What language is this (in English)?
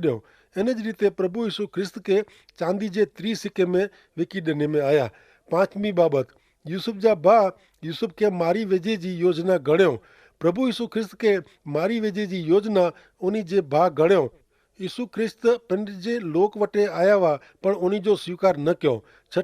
Kachhi